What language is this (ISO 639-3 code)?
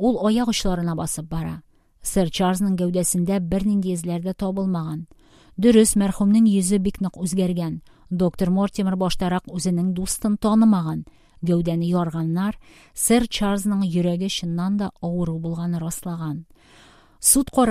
tat